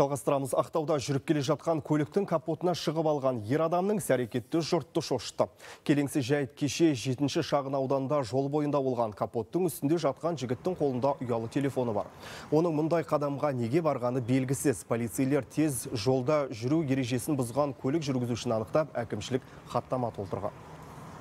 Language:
Kazakh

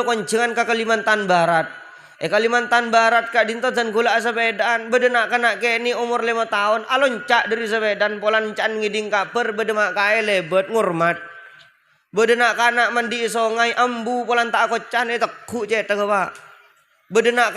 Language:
Madurese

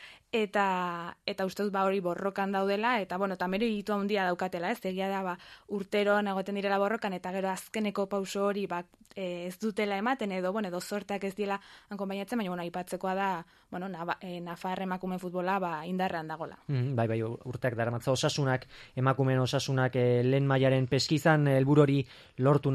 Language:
Basque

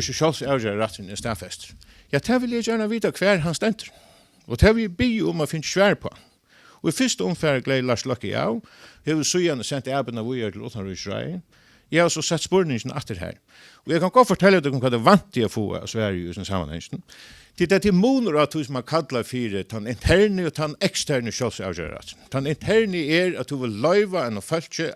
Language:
Faroese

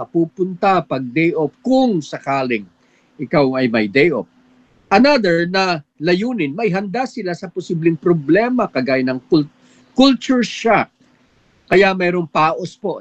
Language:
Filipino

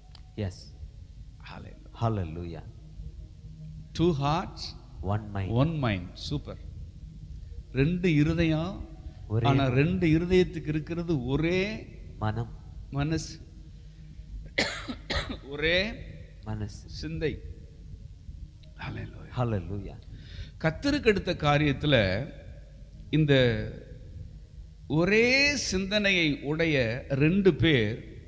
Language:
Tamil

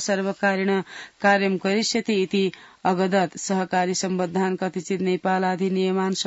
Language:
Sanskrit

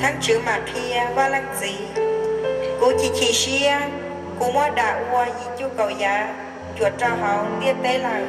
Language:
Hmong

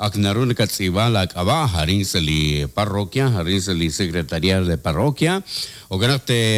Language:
Kekchí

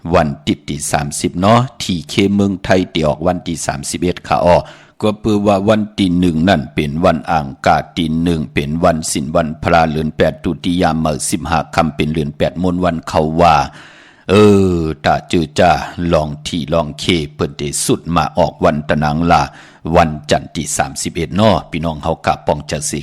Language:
Shan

